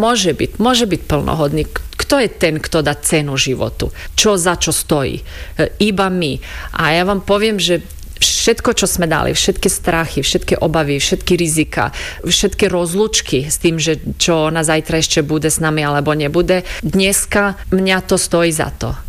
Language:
Slovak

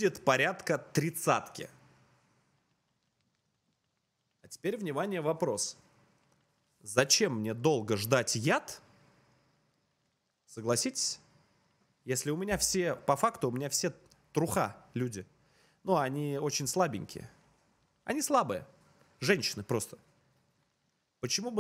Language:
Russian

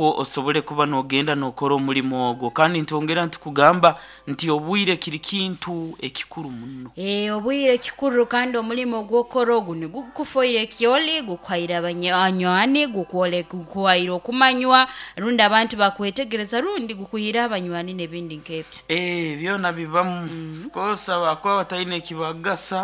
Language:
Nyoro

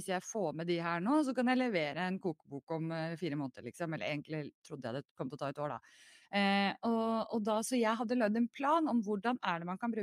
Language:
Norwegian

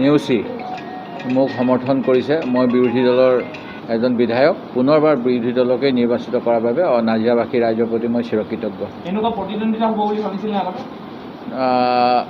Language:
Assamese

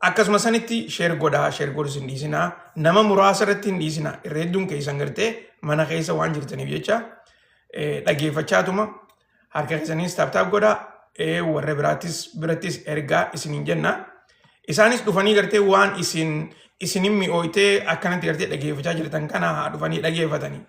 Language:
Oromo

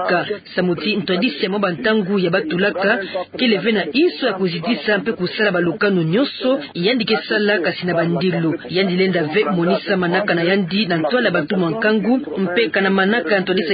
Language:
Kituba (Democratic Republic of Congo)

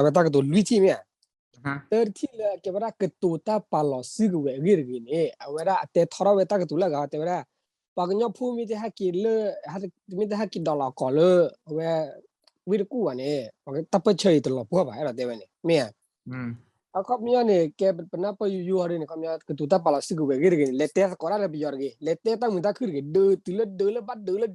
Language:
S'gaw Karen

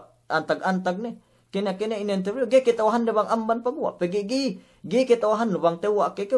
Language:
Yakan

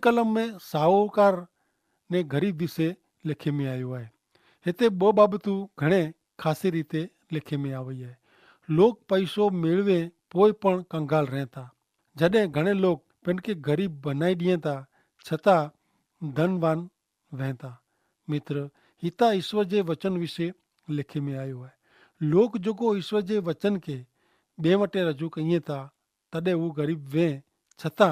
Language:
Kachhi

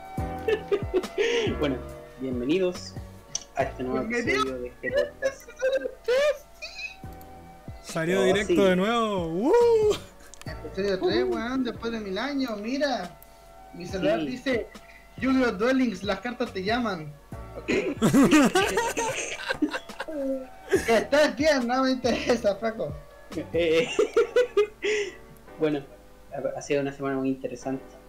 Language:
Spanish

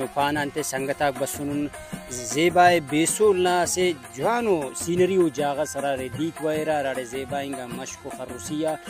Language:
Brahui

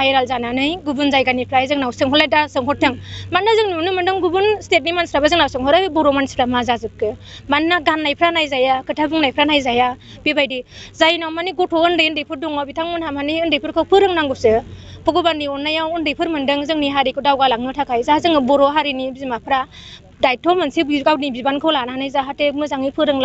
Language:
Bodo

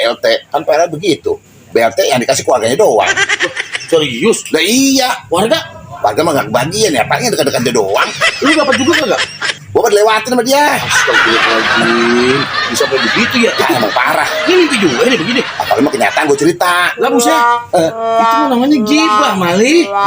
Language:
Betawi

